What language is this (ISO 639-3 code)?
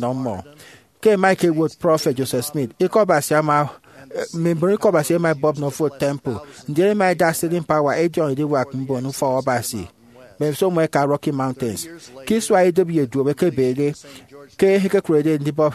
efi